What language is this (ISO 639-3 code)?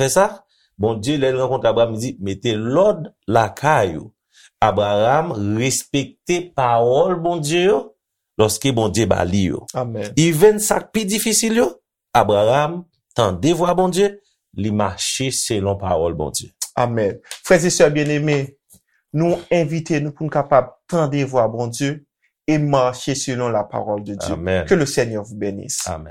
hat